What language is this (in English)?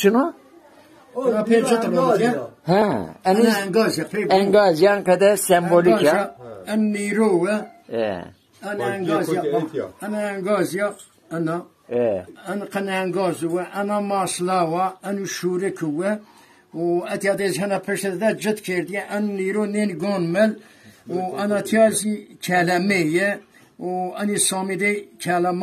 Zaza